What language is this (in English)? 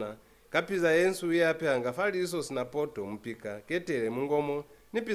Lozi